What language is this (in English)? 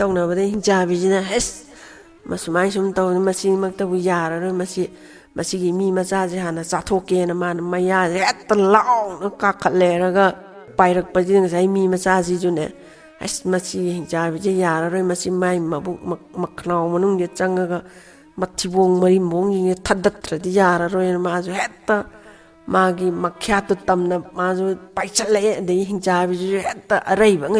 Manipuri